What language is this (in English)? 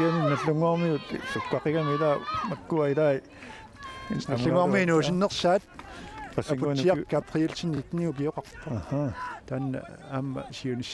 Kalaallisut